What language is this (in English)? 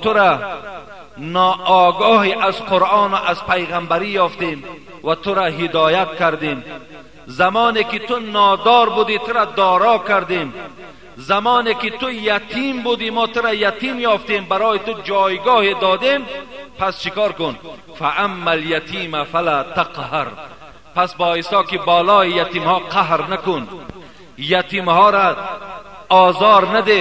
Tajik